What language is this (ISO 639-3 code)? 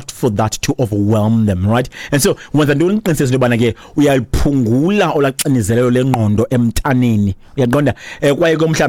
xho